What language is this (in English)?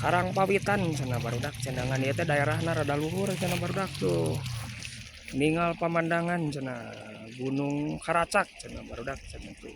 Sundanese